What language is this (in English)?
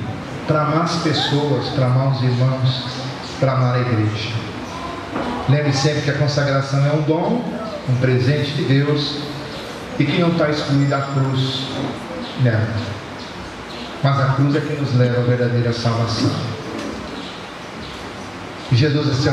Portuguese